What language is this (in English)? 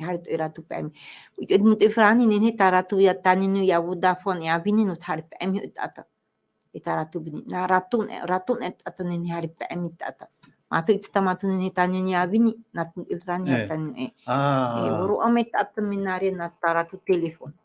Tahitian